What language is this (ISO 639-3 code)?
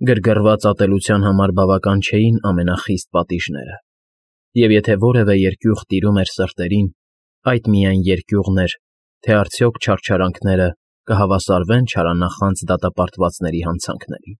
hye